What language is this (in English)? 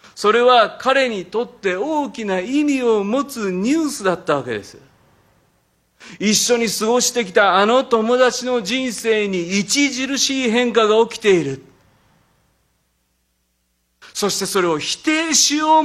Japanese